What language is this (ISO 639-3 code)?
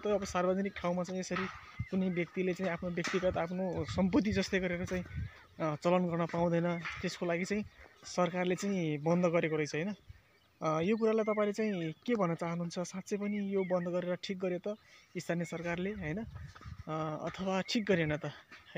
nep